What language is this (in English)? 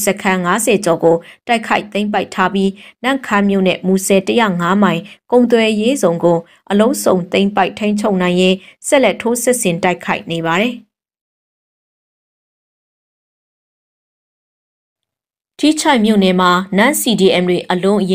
Burmese